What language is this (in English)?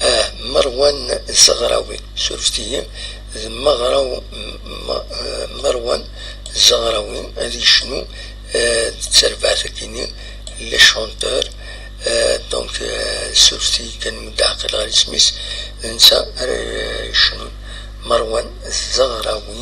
Kabyle